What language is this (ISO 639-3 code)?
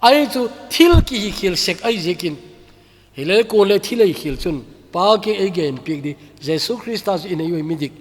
tcz